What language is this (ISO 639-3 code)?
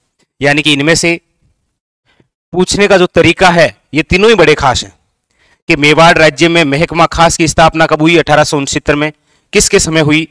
hin